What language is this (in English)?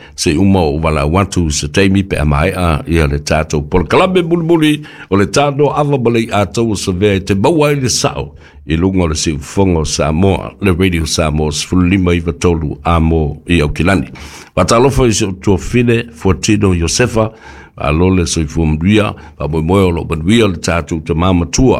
Samoan